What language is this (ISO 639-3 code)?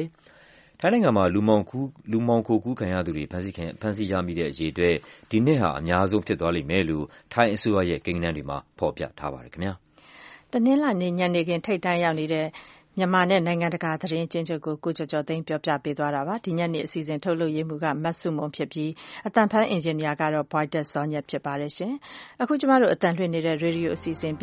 mya